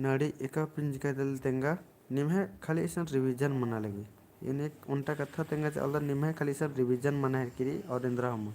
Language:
Kurukh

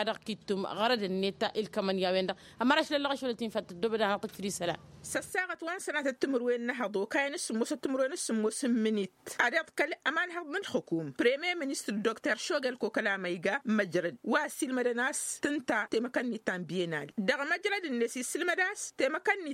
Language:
Tamasheq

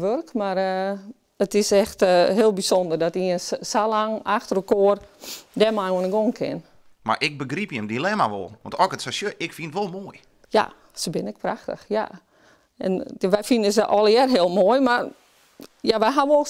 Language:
Western Frisian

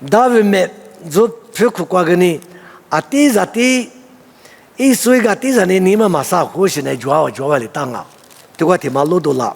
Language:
Lisu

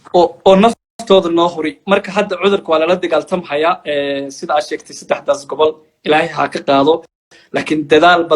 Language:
Somali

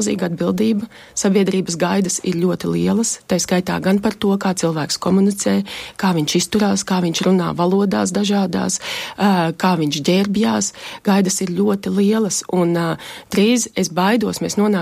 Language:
Latvian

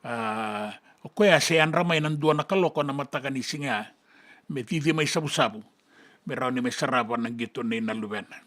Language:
Fijian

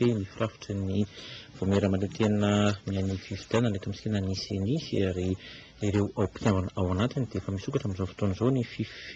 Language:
Malagasy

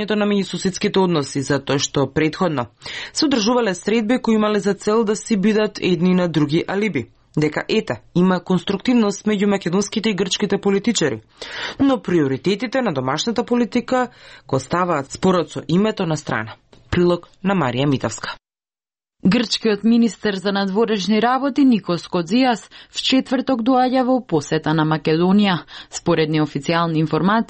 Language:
Macedonian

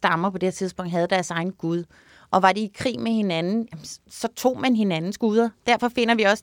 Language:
Danish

